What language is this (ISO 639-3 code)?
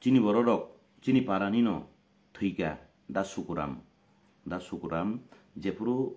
trp